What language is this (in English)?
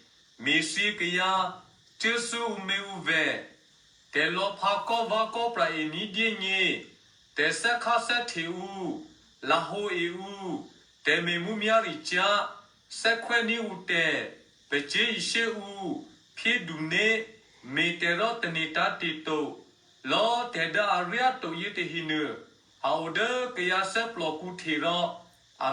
Eastern Kayah